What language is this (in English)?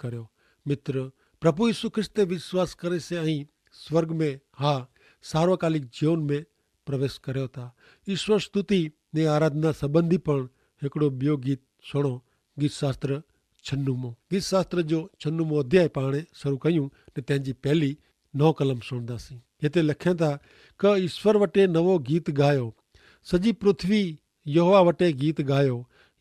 Kachhi